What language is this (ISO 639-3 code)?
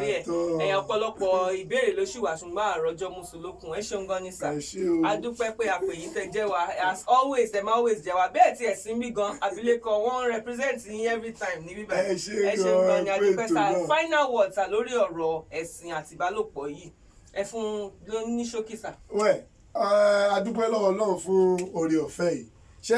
yor